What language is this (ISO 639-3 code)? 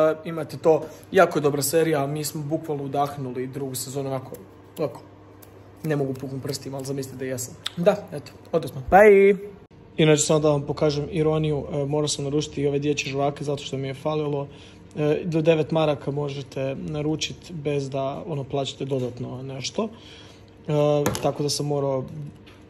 hrv